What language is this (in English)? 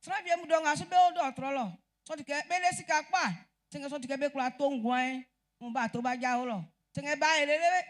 Baoulé